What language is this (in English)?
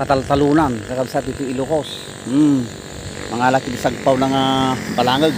Iloko